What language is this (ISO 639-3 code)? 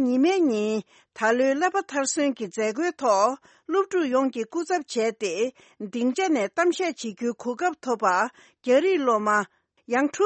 bod